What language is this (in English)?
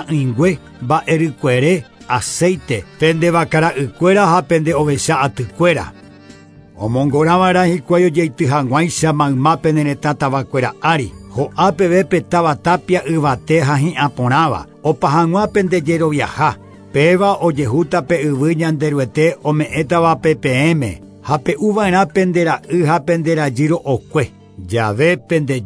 Guarani